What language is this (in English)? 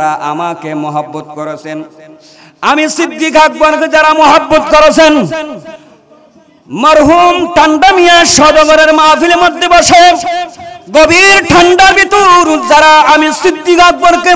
Bangla